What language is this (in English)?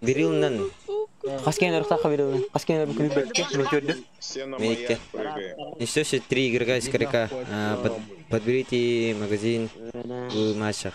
Yakut